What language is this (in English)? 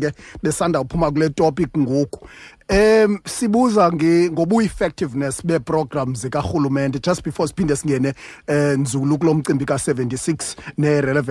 Xhosa